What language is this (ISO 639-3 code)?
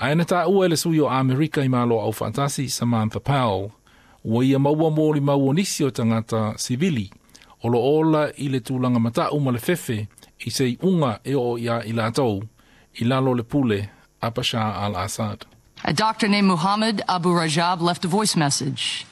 smo